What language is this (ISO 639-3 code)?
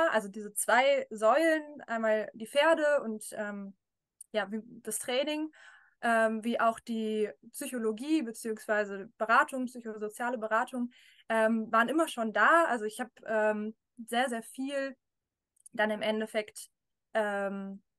deu